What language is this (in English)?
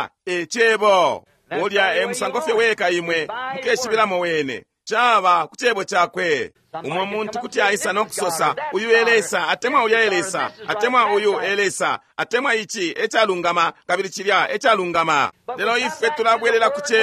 Bemba